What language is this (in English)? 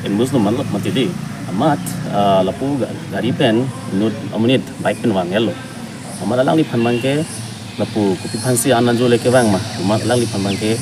Karbi